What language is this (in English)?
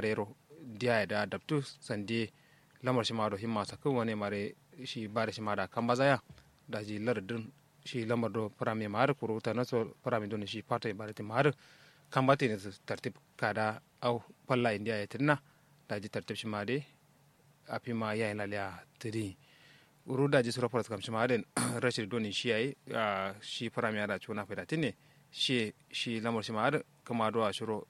Kanuri